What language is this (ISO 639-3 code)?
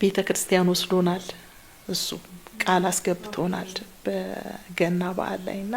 amh